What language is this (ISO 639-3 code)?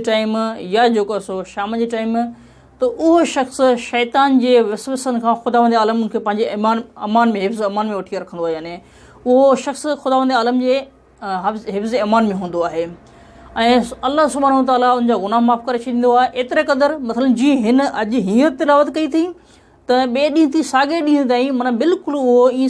snd